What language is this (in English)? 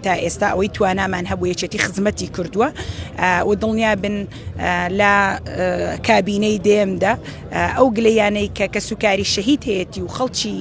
Central Kurdish